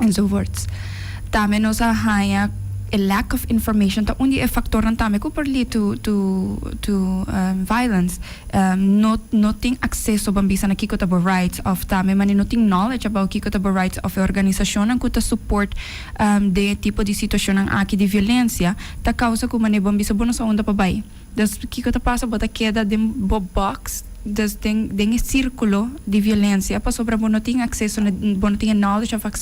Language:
Papiamento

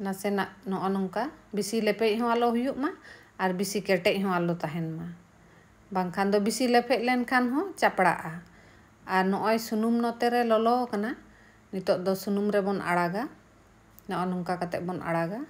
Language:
Santali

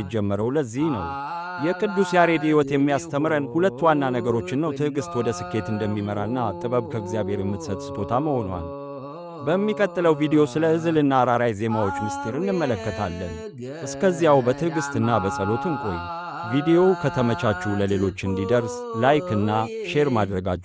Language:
Amharic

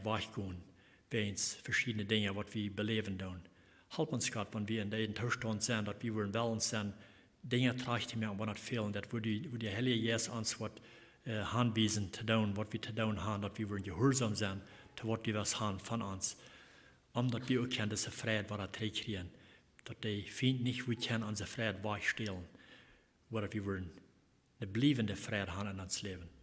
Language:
Plautdietsch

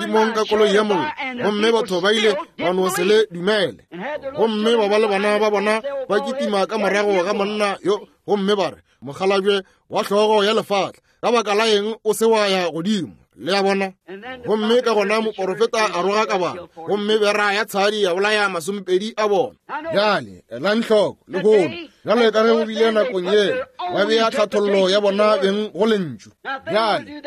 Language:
Northern Sotho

